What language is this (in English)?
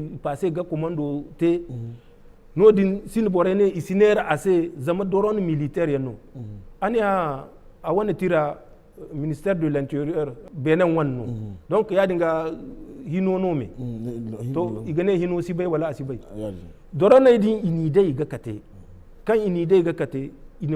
Zarma